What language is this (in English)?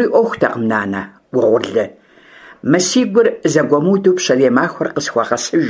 Kabardian